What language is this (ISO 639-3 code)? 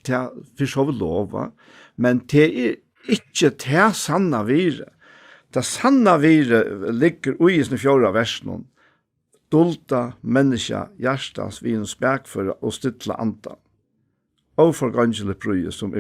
fao